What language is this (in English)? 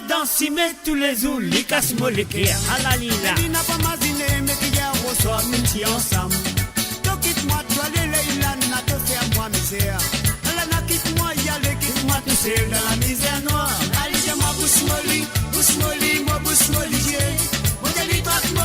Morisyen